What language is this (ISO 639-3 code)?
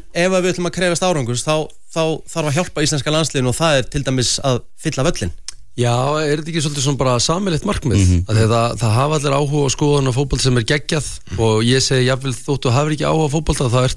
isl